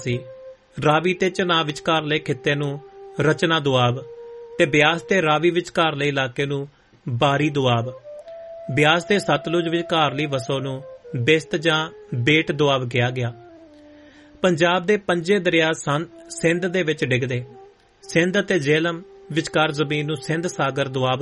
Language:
Punjabi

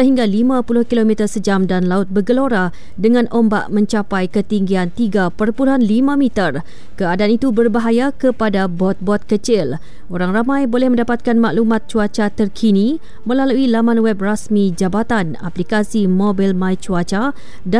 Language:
Malay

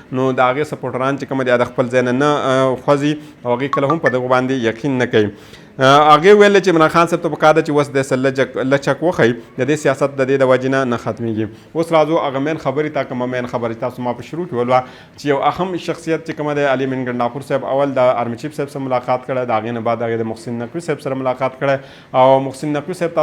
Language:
Pashto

